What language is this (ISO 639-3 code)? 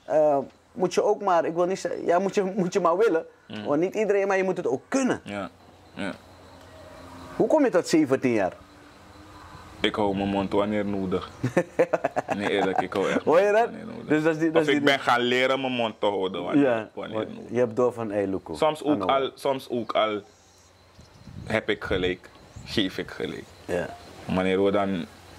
nld